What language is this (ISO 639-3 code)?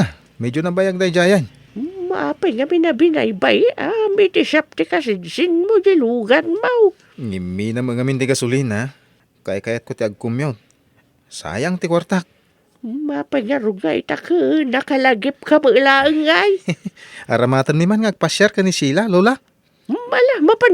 ilo